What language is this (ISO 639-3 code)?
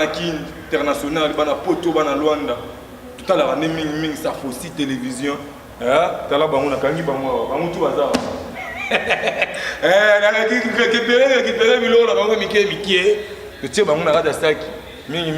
lin